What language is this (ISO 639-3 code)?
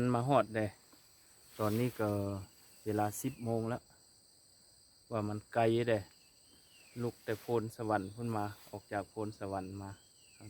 lao